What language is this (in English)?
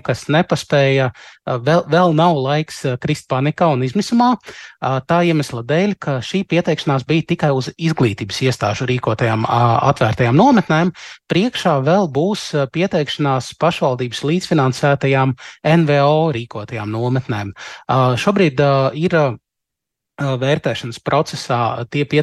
Latvian